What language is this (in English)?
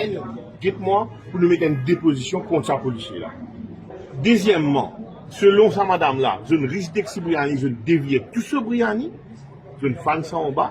Morisyen